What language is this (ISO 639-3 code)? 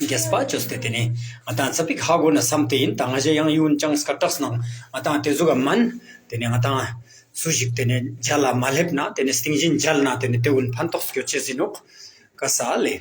lbj